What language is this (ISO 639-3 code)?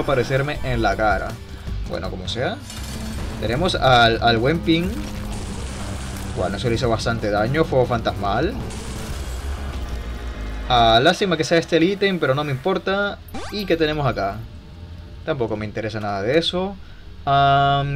spa